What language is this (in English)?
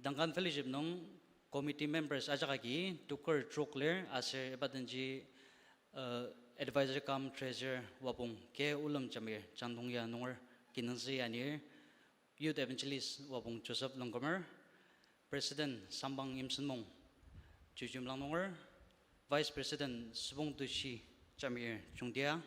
Ao Naga